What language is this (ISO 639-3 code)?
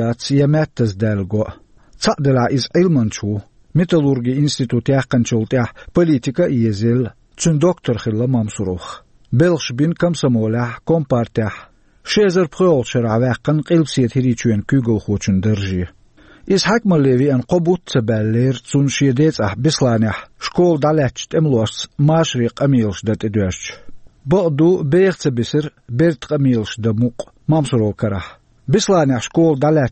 che